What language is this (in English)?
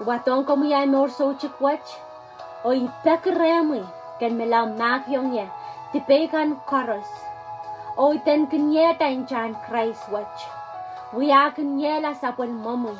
Pohnpeian